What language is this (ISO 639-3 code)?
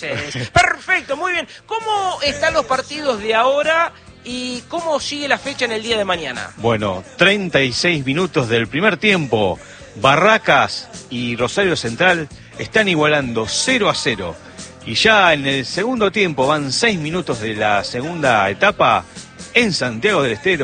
spa